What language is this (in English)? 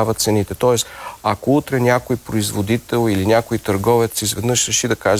Bulgarian